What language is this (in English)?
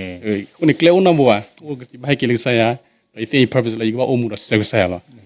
S'gaw Karen